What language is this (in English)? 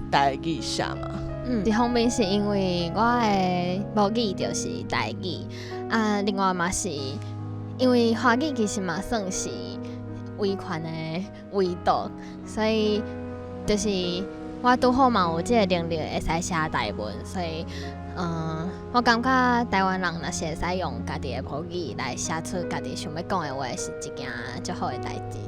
Min Nan Chinese